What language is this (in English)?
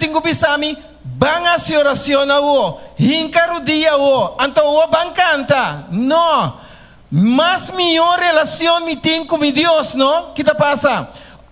Papiamento